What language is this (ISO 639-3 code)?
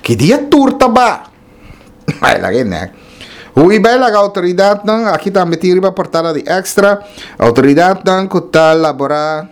pap